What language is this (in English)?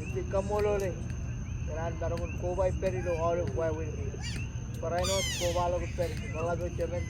Marshallese